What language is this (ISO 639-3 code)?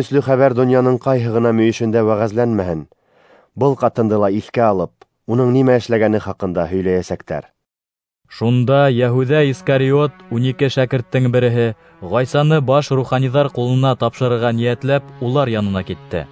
bak